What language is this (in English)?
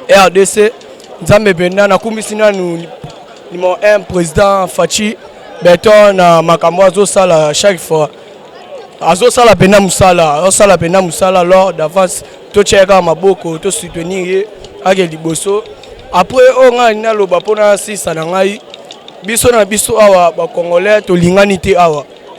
Lingala